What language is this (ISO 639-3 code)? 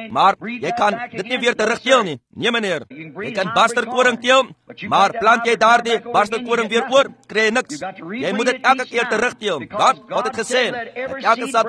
afr